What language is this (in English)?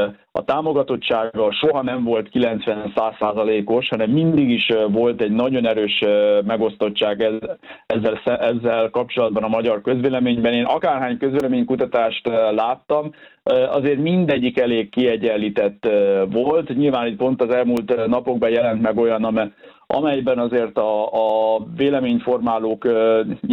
Hungarian